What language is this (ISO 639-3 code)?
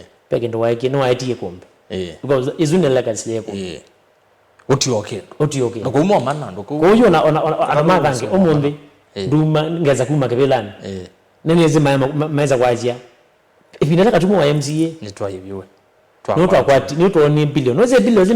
kam